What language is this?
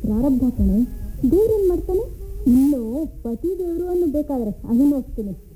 Kannada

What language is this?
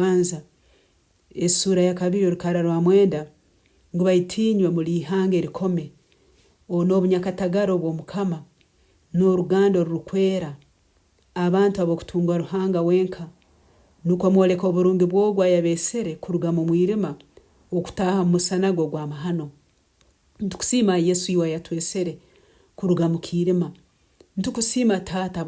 Nyankole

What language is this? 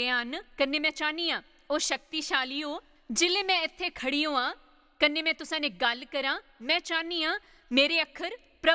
Dogri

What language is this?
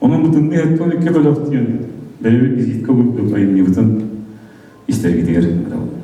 Yakut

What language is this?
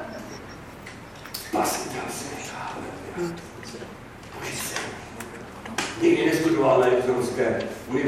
Czech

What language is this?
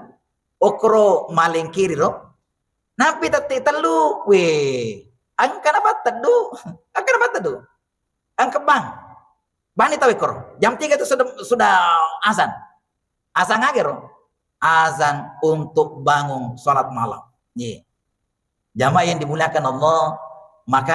Buginese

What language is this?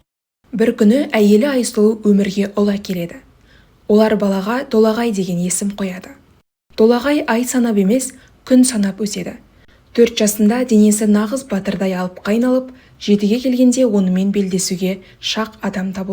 Kazakh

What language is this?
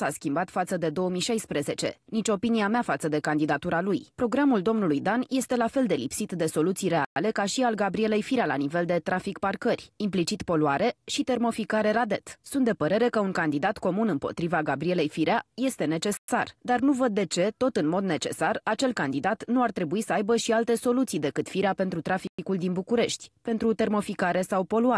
Romanian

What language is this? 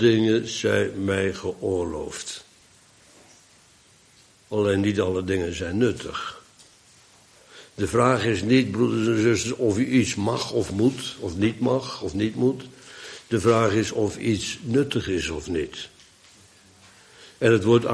Dutch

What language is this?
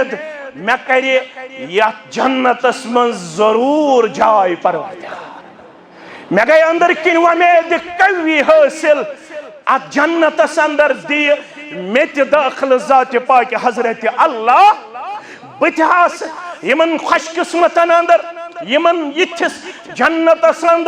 Kashmiri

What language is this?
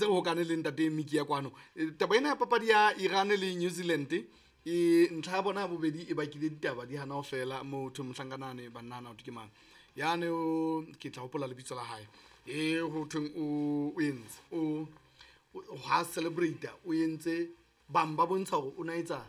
Southern Sotho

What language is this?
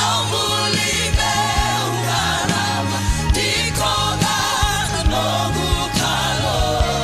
Fijian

